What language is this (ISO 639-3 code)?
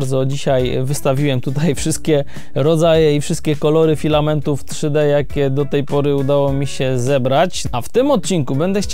pol